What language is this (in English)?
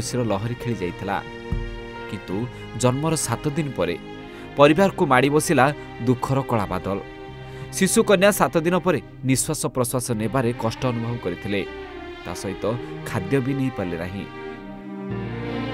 Odia